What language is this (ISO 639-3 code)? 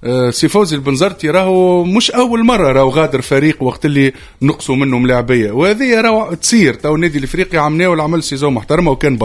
aeb